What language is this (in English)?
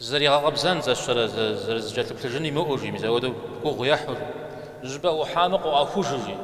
Kabardian